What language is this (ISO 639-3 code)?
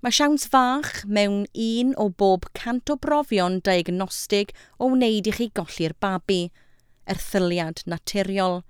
cym